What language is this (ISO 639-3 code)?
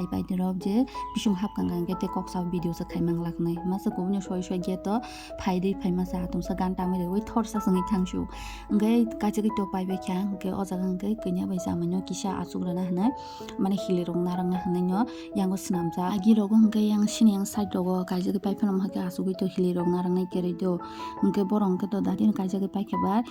trp